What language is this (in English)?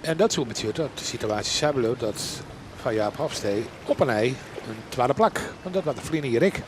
Western Frisian